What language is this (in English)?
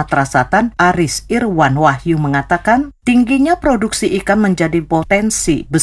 Indonesian